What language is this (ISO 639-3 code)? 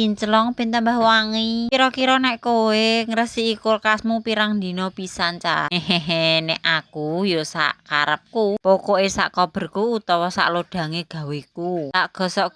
jav